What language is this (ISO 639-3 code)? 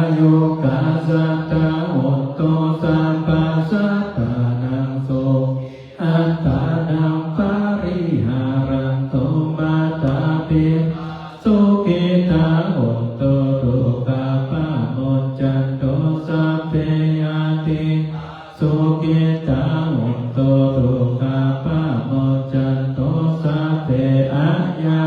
pli